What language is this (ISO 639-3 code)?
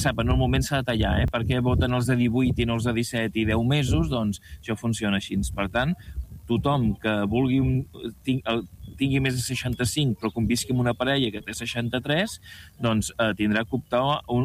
cat